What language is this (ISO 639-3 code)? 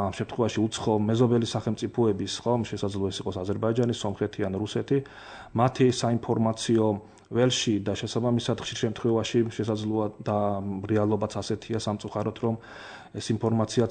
kat